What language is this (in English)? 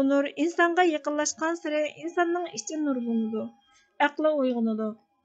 Uyghur